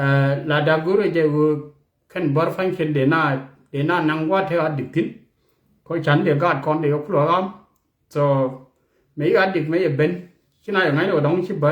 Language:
Nuer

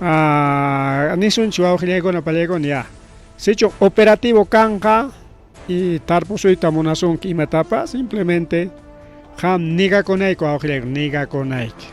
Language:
Ayacucho Quechua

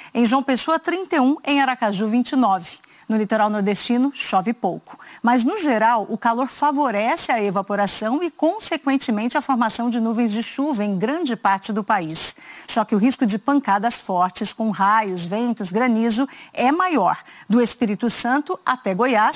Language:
Portuguese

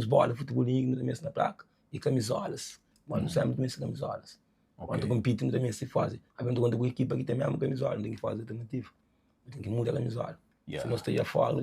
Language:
Kabuverdianu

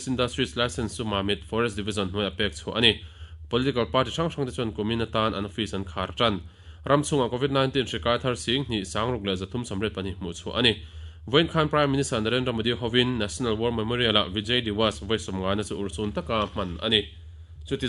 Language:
Mizo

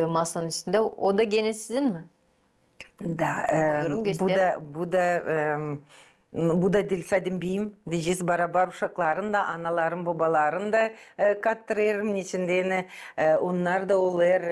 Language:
Gagauz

